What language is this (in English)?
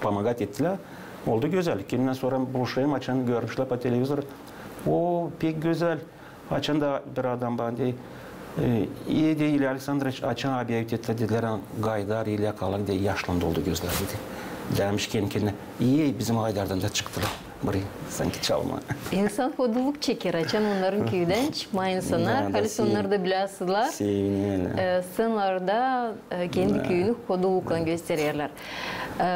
Gagauz